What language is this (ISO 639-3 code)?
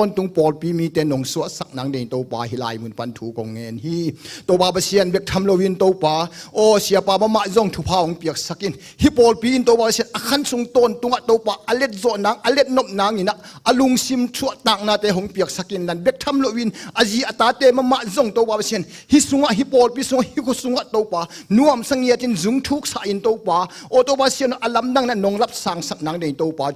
ctd